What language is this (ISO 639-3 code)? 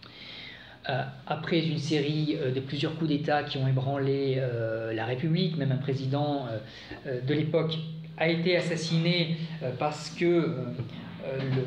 fra